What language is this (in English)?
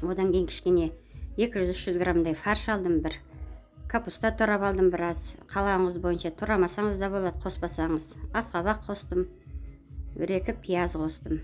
Kazakh